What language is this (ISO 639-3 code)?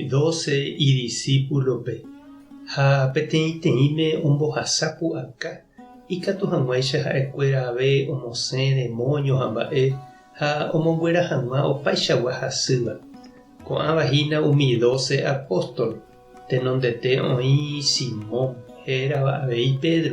grn